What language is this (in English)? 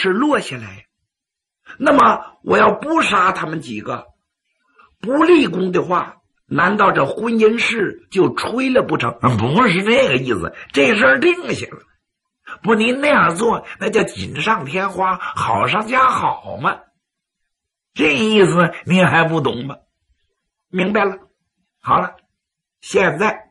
Chinese